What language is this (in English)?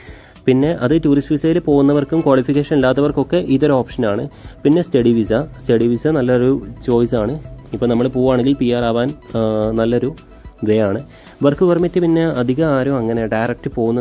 Malayalam